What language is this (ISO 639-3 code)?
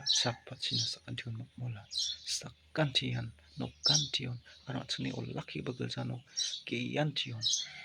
grt